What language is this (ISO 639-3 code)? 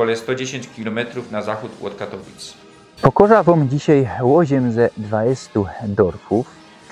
szl